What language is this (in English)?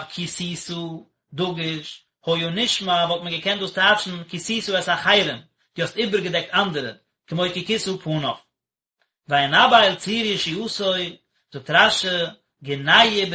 Yiddish